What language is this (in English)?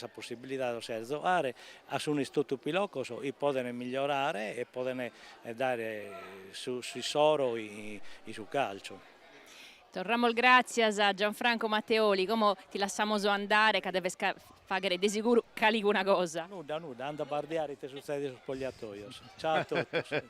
Sardinian